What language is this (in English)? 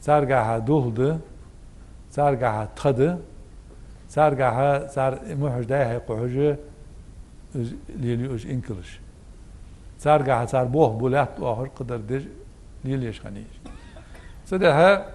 Ingush